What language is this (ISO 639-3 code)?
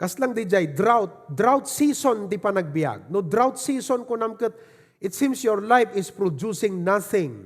ilo